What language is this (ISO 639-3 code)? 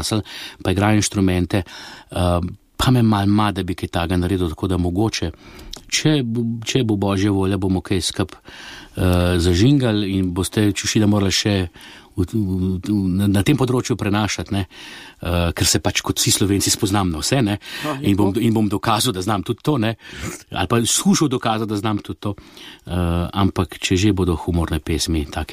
slv